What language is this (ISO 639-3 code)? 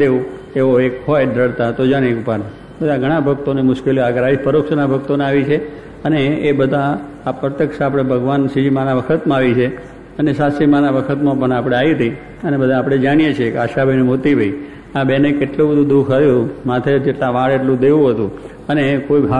guj